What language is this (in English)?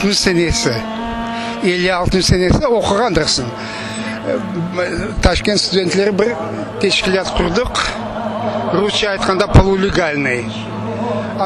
Crimean Tatar